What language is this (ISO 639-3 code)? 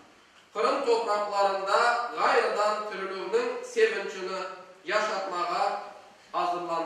crh